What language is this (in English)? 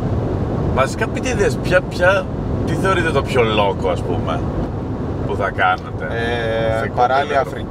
Greek